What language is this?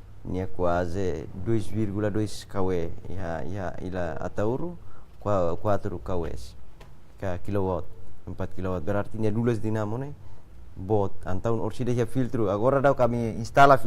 Tetum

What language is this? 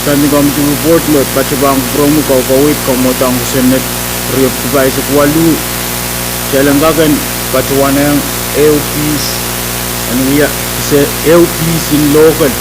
Pohnpeian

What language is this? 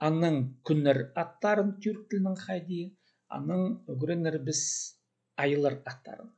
Khakas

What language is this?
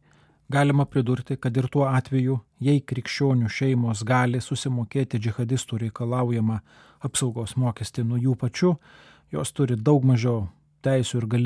Lithuanian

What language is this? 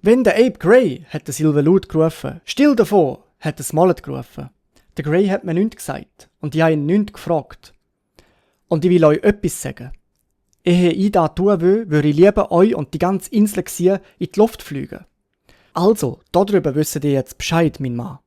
Swiss German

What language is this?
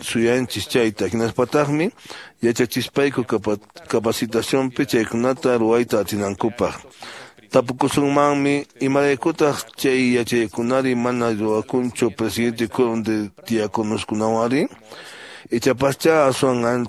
Quechua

